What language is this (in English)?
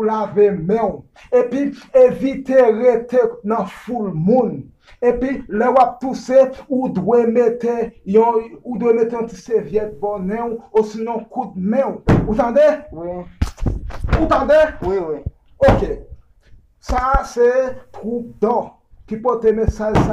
Haitian Creole